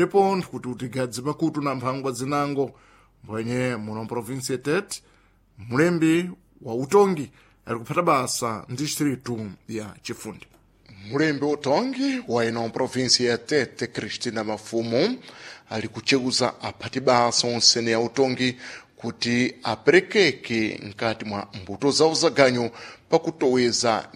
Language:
Sena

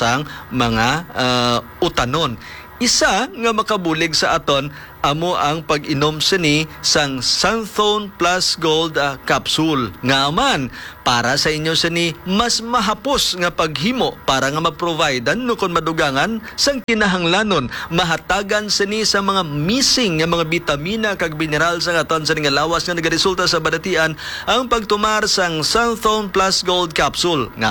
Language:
Hiligaynon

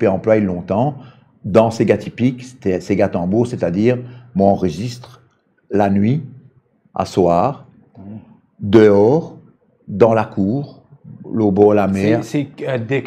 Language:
Morisyen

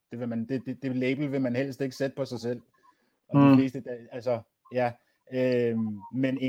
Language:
Danish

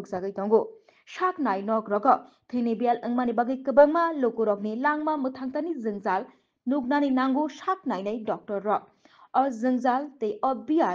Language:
Kok Borok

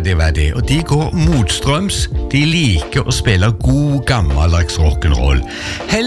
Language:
Norwegian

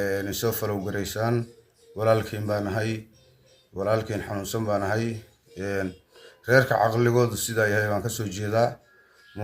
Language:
Somali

